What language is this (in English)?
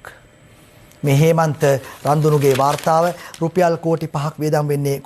Sinhala